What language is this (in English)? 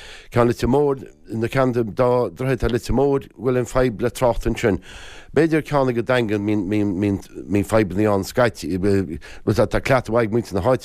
Irish